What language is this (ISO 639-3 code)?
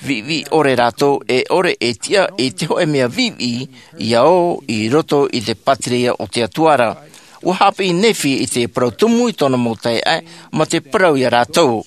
tah